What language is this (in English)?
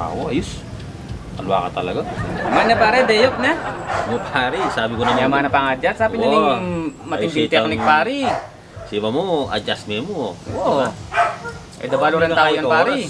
Pampanga